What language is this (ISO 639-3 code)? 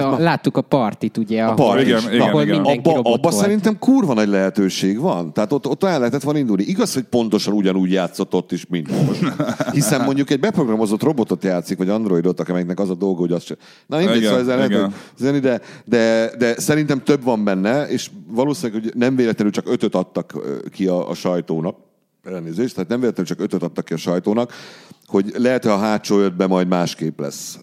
hun